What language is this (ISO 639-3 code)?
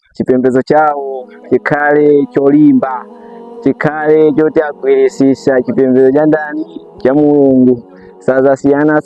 nya